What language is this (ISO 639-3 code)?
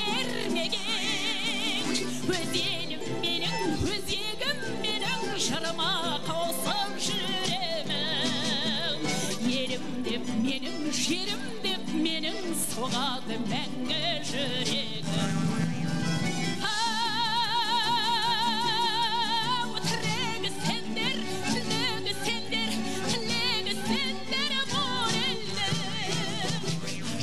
kaz